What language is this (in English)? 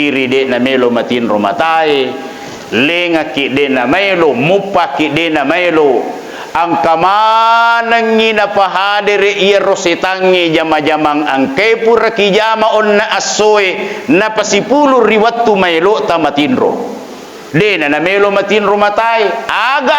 Buginese